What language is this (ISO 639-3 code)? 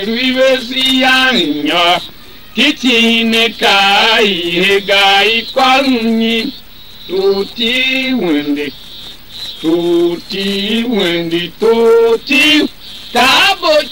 tiv